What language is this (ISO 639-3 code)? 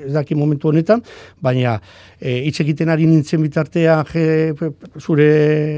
eus